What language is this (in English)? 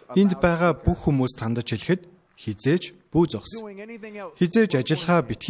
Mongolian